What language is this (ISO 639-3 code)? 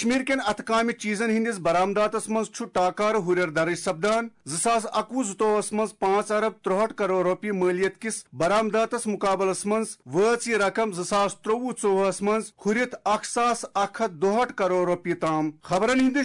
kas